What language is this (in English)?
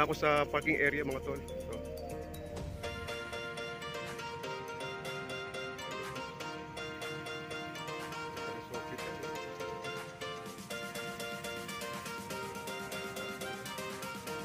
Filipino